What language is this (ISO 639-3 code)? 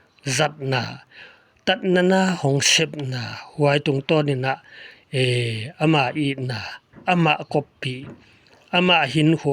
pck